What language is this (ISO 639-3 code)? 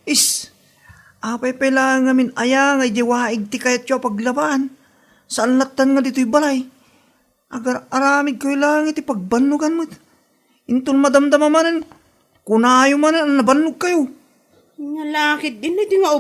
ilo